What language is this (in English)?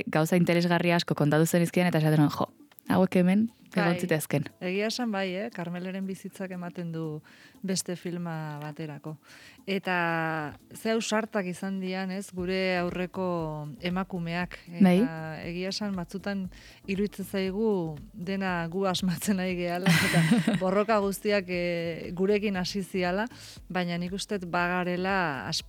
Basque